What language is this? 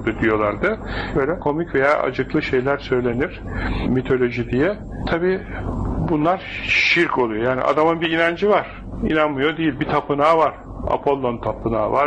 Turkish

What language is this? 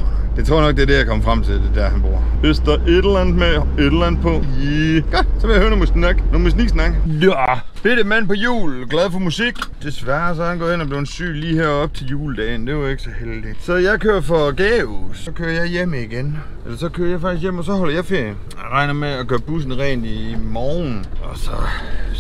Danish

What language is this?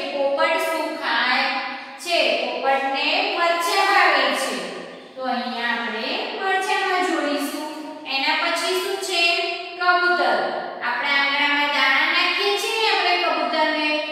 Gujarati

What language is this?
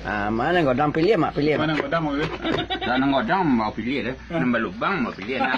Minangkabau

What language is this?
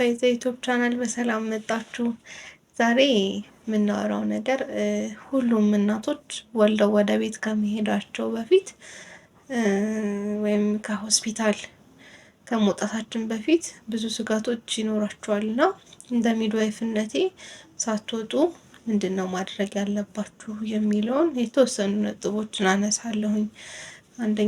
Amharic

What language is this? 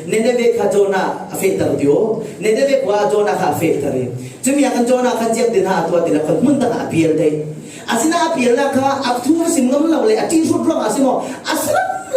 Falam Chin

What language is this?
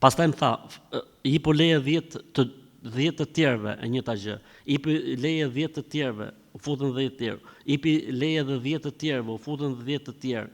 Albanian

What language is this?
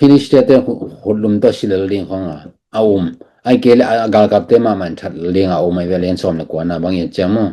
Tedim Chin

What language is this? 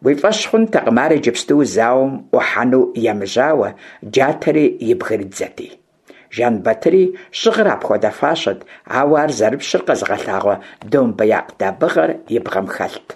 Kabardian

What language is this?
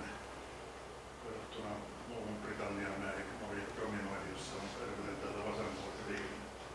Finnish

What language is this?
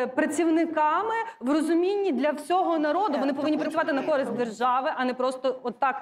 Ukrainian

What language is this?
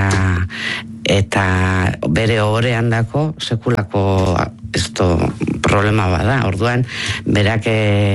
Basque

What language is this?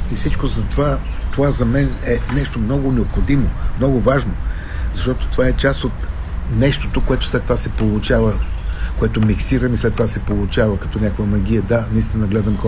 Bulgarian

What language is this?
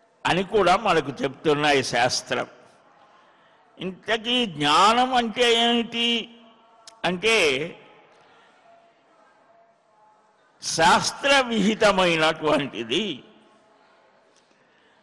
Telugu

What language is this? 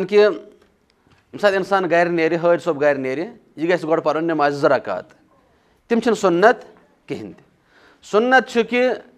Kashmiri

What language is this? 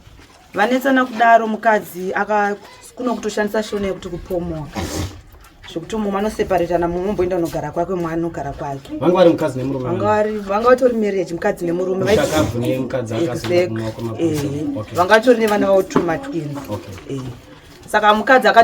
Shona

